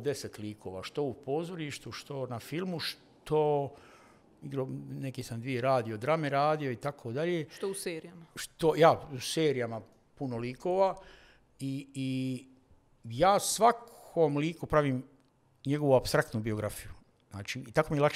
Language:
Bosnian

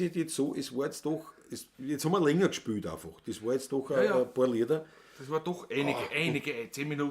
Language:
Bavarian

